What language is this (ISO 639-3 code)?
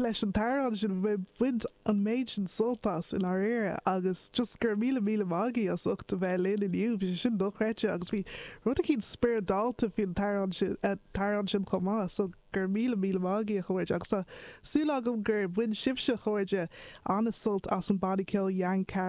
gle